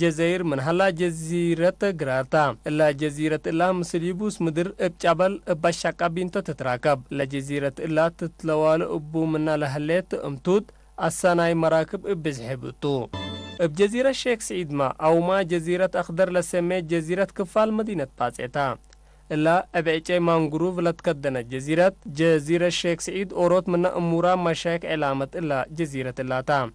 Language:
Tigre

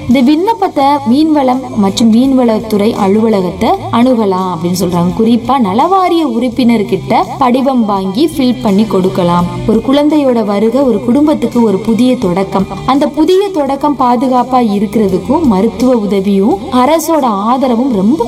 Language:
Tamil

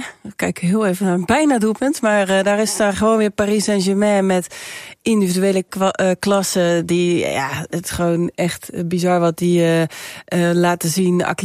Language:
Dutch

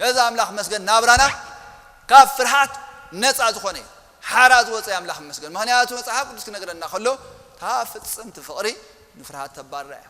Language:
Tigrinya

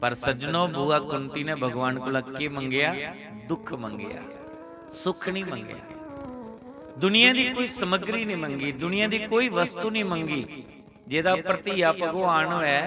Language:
Dogri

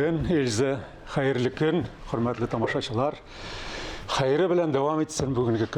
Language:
Tatar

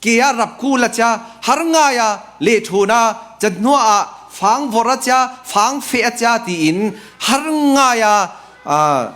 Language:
Falam Chin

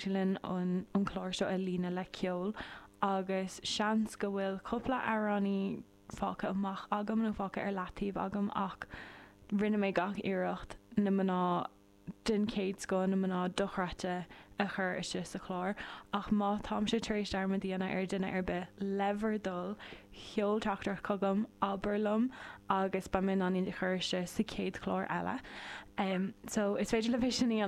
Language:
Irish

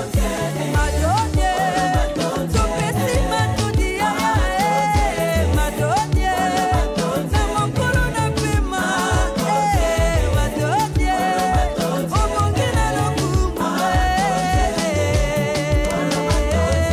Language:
French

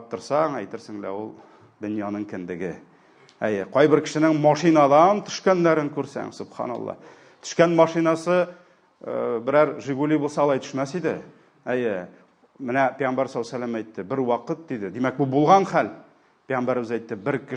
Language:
Tatar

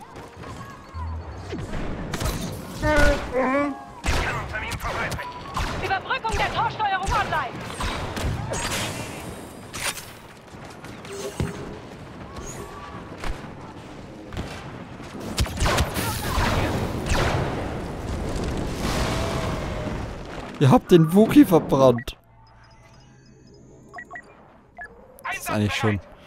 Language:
German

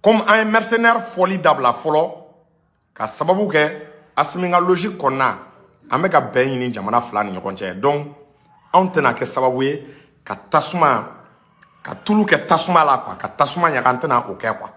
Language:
Bambara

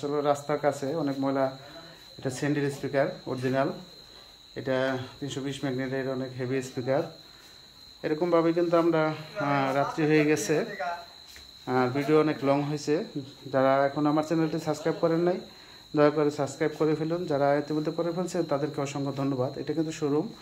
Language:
Bangla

